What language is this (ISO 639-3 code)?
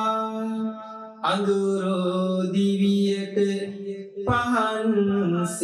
sin